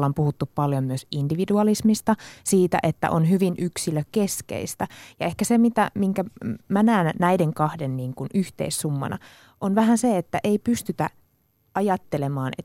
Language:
Finnish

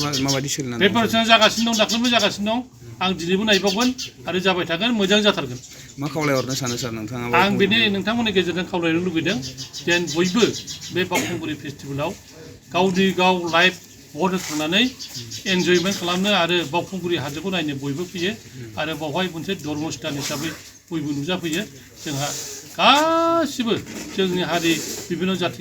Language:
Bodo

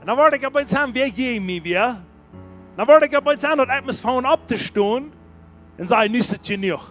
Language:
Plautdietsch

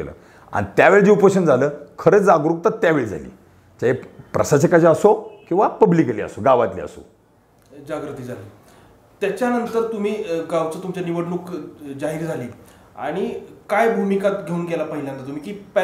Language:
Marathi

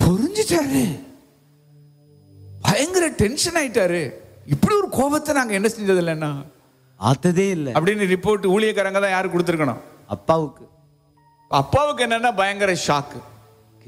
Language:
Tamil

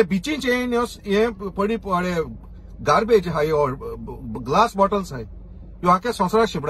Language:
Konkani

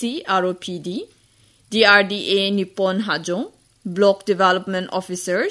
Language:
Garo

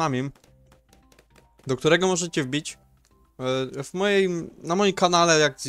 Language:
Polish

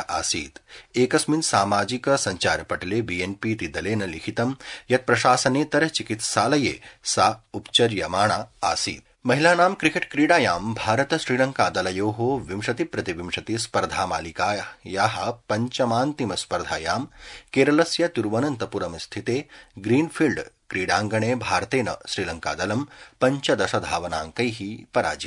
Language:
Sanskrit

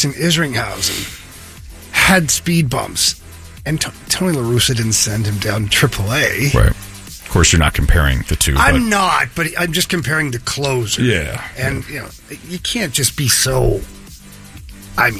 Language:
English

